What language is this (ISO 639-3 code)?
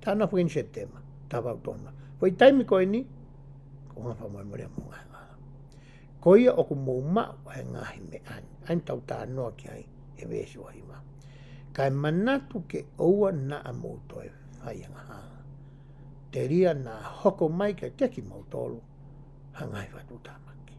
ton